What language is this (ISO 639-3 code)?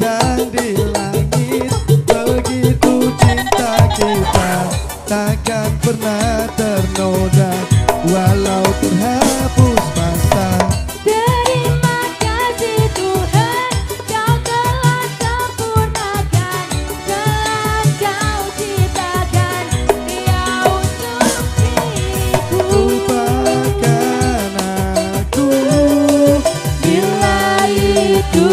ind